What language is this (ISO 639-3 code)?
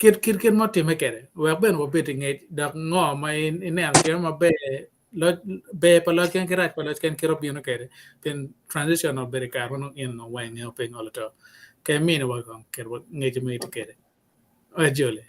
ach